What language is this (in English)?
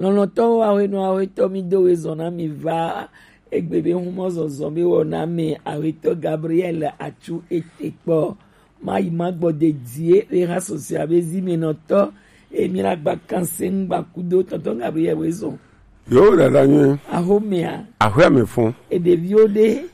Gen